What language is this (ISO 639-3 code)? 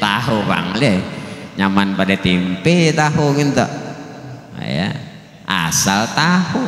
bjn